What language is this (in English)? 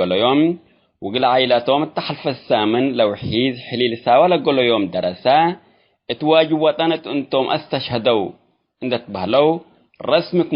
Tigre